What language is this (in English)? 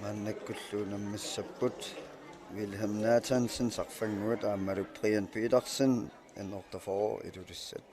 Kalaallisut